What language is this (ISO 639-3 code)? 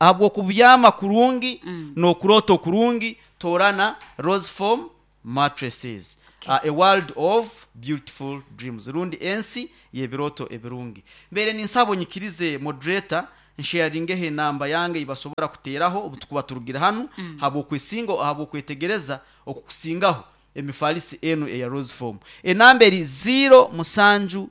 nyn